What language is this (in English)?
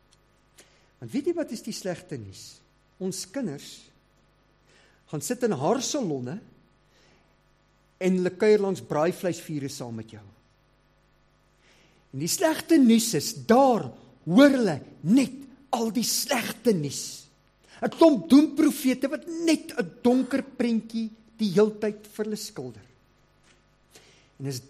Afrikaans